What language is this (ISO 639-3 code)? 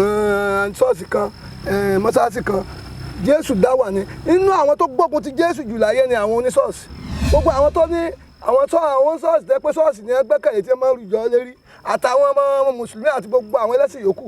yor